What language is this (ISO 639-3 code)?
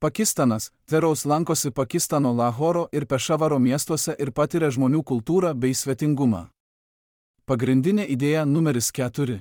lit